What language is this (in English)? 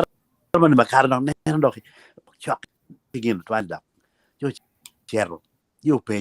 Acoli